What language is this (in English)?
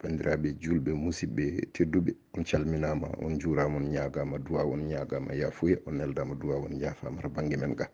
Fula